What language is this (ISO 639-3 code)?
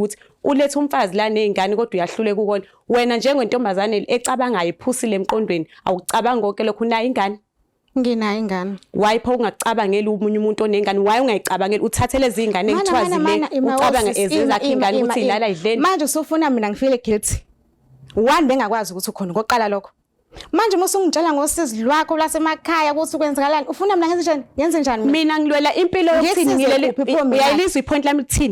zul